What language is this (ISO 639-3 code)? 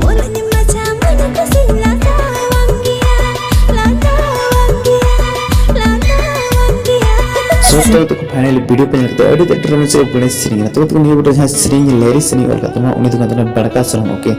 sat